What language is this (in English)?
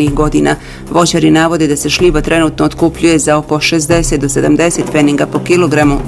Bosnian